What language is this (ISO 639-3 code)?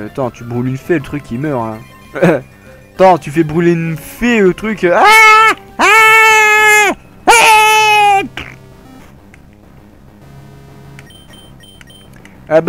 fra